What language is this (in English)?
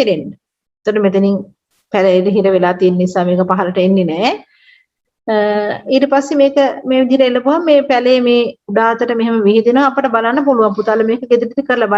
Sinhala